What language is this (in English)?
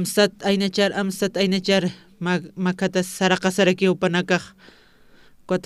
Aymara